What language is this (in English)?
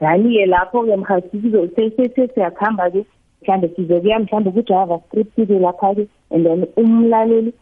South Ndebele